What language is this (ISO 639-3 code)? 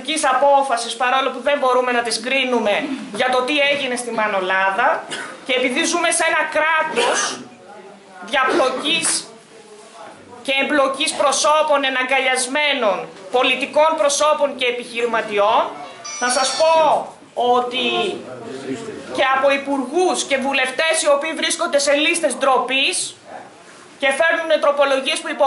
ell